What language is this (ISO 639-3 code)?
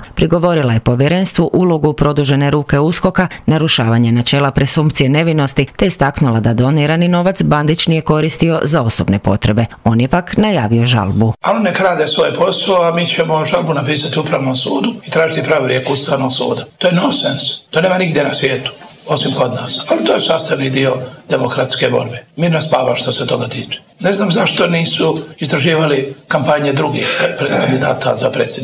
hrv